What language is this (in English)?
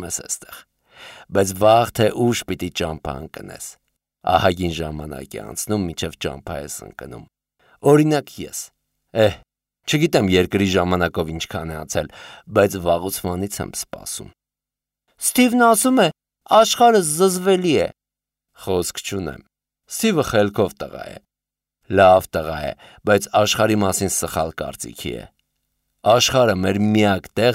Armenian